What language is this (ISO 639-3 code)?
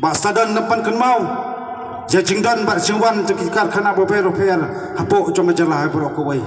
kha